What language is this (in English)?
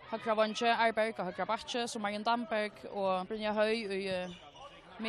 Faroese